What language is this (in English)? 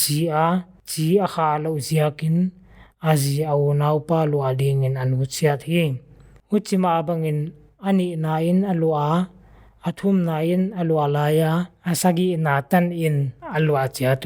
Paite Chin